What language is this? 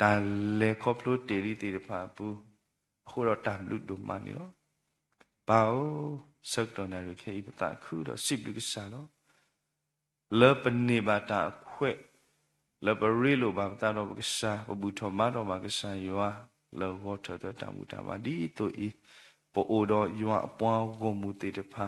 S'gaw Karen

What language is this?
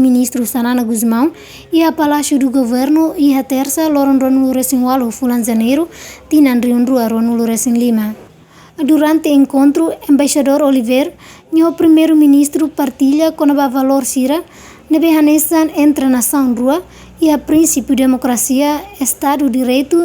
Tetum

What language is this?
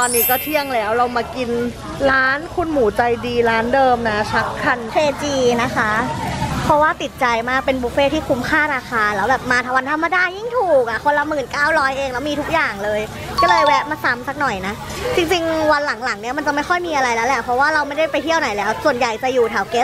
Thai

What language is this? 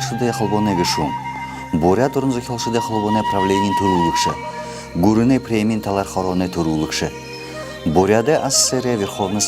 Buriat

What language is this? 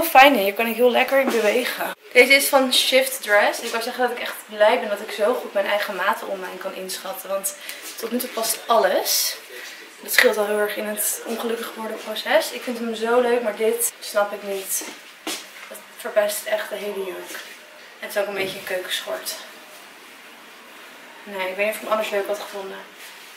Dutch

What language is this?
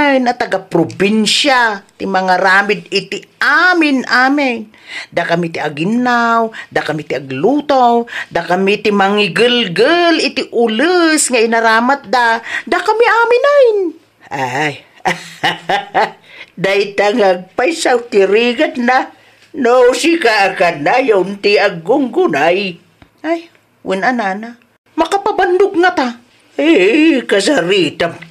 Iloko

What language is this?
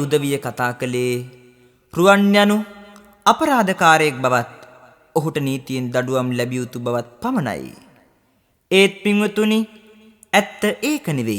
Sinhala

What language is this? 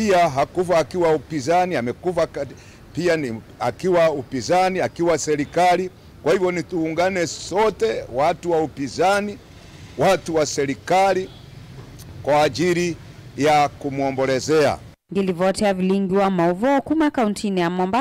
Kamba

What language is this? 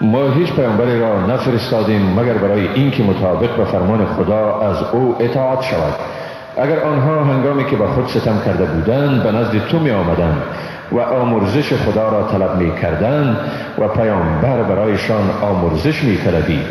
Persian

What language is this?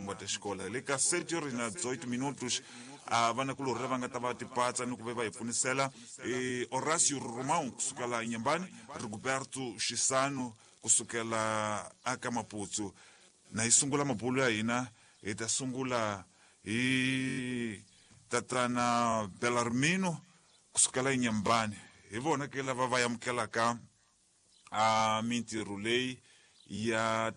Tsonga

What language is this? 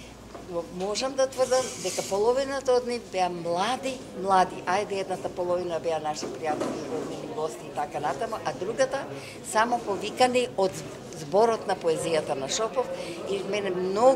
Macedonian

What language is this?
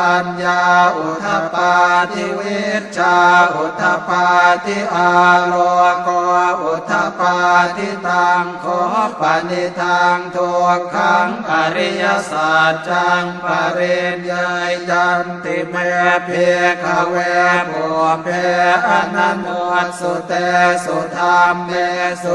Pali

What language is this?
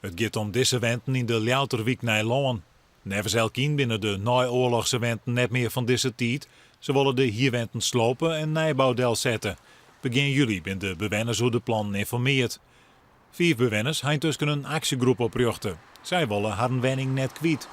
Western Frisian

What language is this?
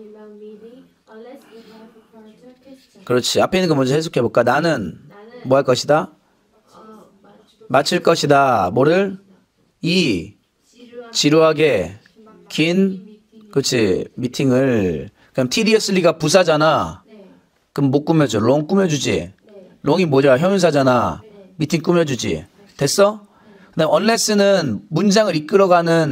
Korean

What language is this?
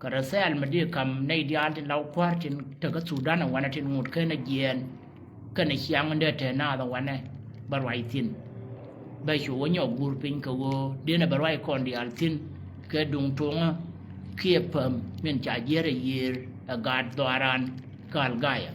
Nuer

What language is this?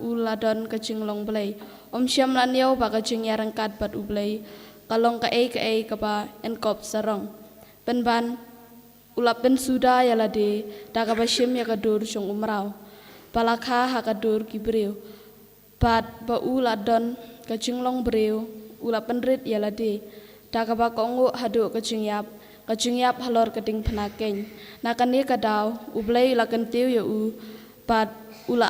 Khasi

